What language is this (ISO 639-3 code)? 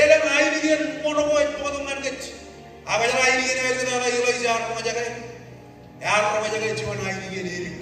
mah